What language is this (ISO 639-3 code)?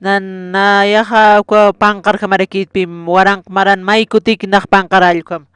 aym